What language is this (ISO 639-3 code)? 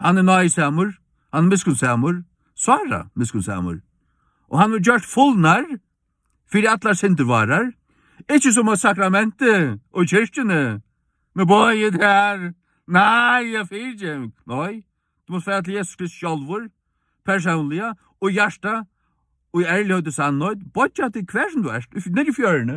fao